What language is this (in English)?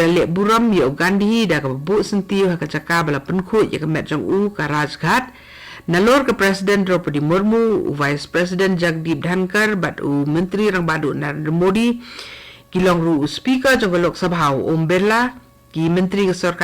Khasi